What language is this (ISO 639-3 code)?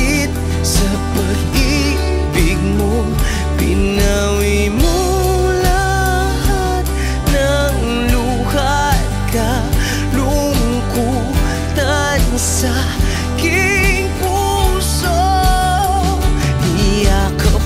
fil